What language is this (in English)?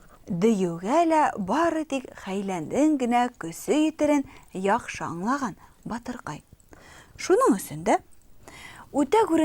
Bashkir